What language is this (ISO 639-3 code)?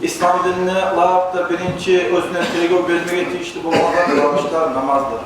kum